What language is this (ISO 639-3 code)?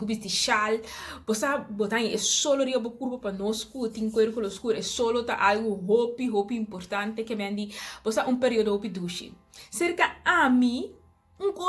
pap